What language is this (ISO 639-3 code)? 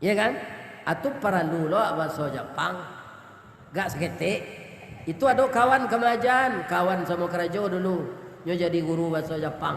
min